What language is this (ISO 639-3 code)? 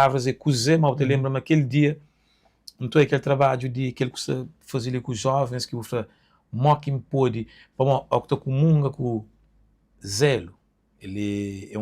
kea